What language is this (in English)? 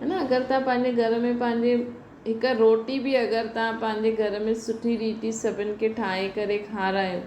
Sindhi